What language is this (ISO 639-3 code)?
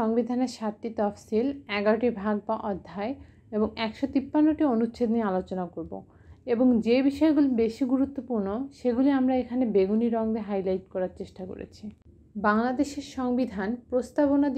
ben